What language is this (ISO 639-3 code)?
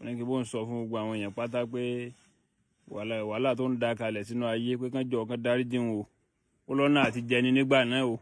yor